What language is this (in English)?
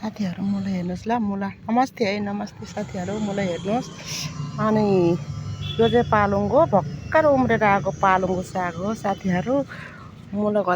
Nepali